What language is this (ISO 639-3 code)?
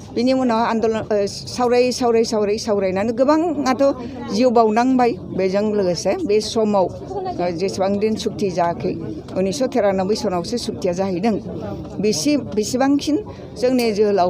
brx